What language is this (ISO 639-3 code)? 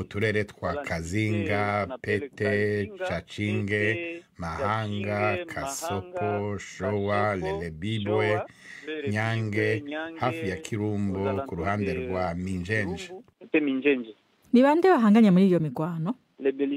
run